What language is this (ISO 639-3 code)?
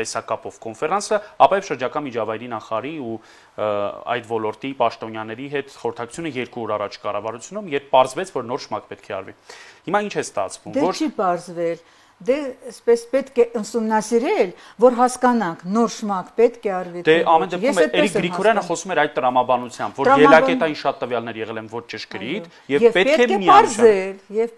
hye